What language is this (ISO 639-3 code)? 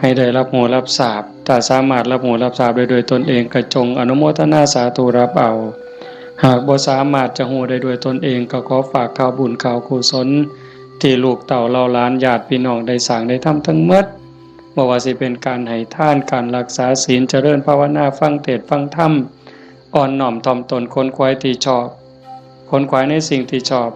tts